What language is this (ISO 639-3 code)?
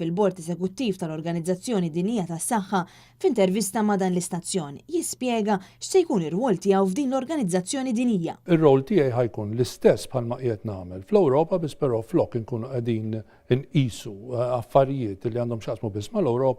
mlt